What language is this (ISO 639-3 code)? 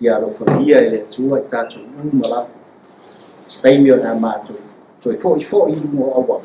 smo